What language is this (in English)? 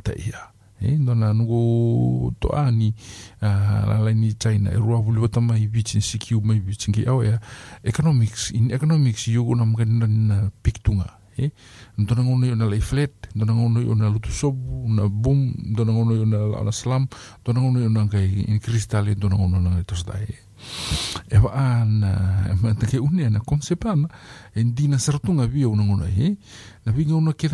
Fijian